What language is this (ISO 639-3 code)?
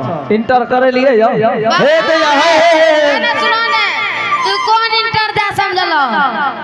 anp